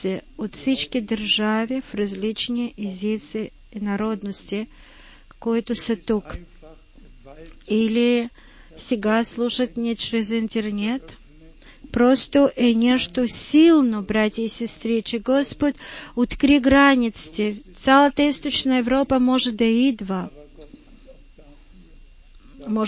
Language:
Bulgarian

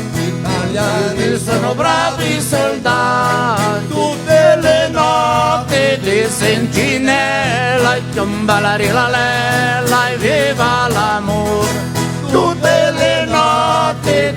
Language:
Venetian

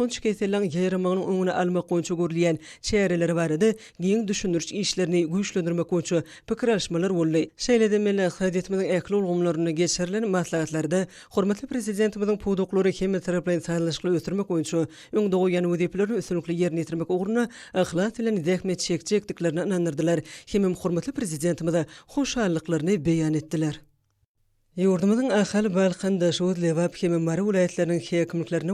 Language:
Turkmen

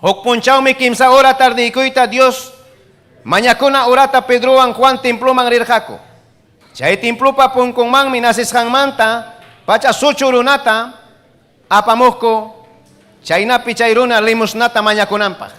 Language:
Ayacucho Quechua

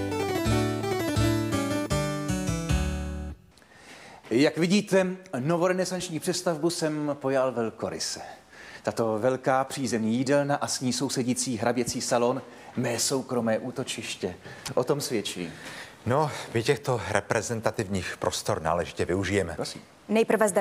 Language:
Czech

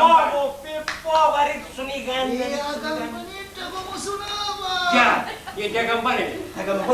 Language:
Sicilian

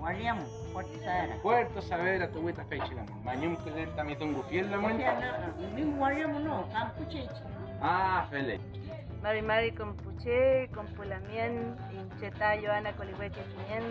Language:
Mapuche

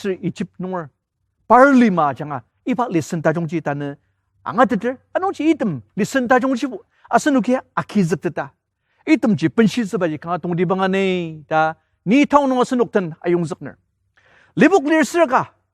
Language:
Ao Naga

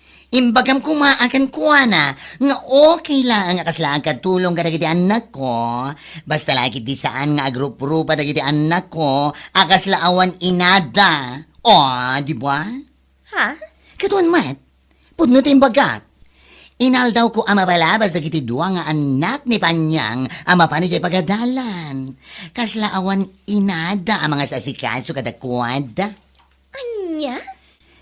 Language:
Iloko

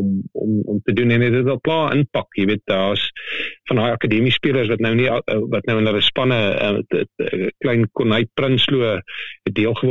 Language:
Afrikaans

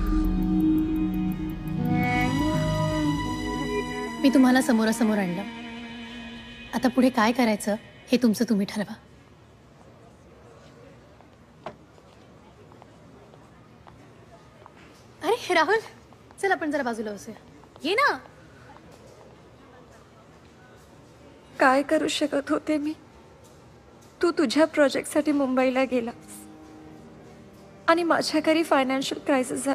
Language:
Marathi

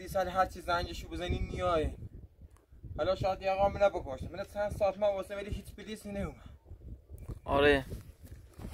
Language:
Persian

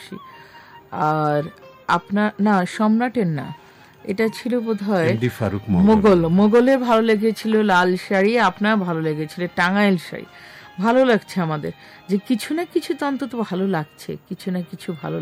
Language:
Bangla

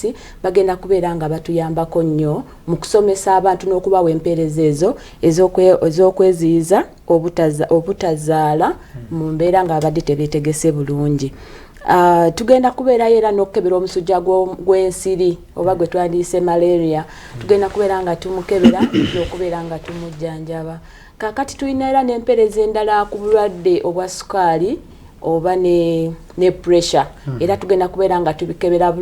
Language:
Ganda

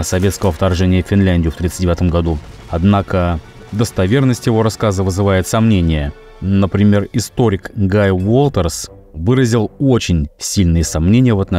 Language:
Russian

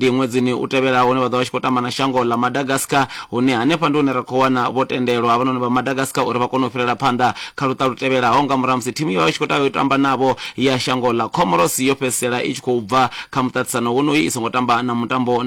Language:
Venda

